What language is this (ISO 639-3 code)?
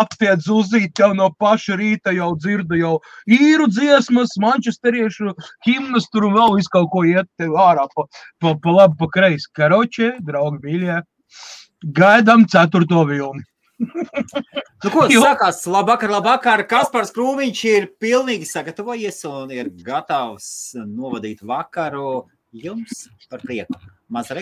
lav